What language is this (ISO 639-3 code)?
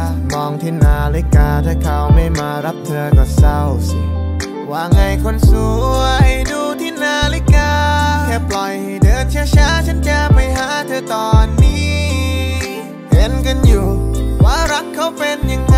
tha